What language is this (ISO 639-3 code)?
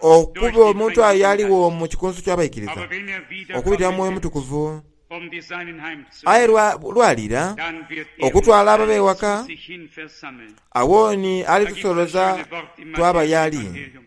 xog